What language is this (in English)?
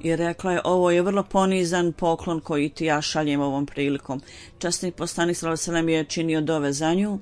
Bosnian